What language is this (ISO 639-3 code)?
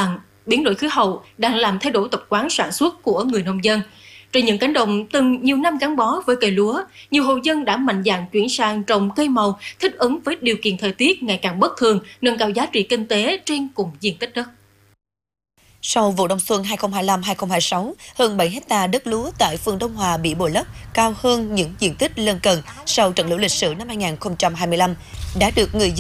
vie